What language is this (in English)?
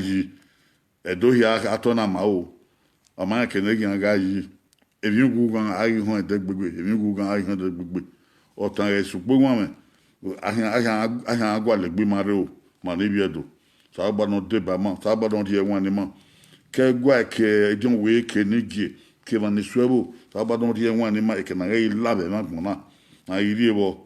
Bini